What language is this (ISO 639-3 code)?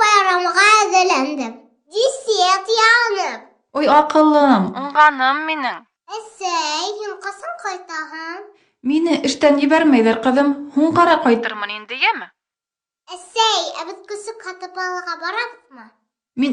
bak